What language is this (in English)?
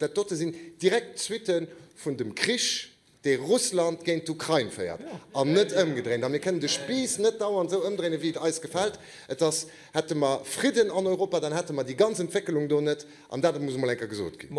Luxembourgish